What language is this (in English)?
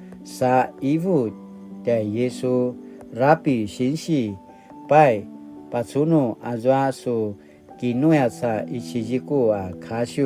Paiwan